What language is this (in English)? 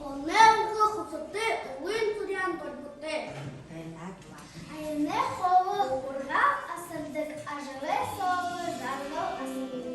Buriat